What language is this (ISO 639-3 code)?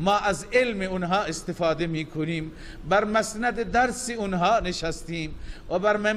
fas